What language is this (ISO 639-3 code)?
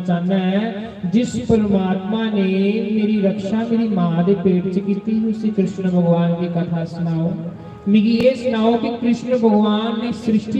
doi